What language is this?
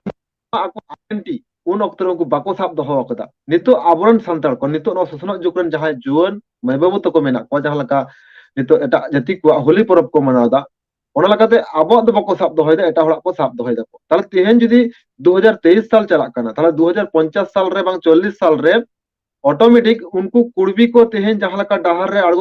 Santali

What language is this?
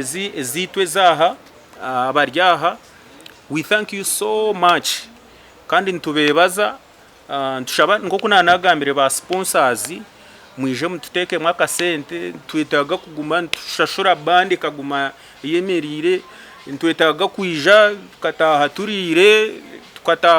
Nyankole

